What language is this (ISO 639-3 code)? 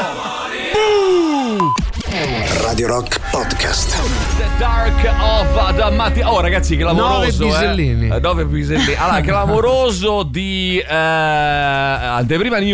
ita